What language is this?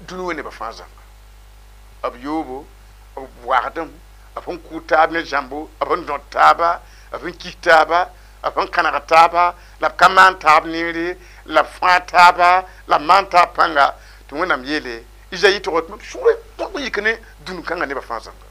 Mossi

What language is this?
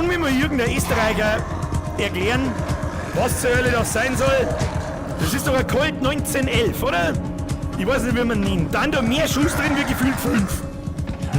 Bavarian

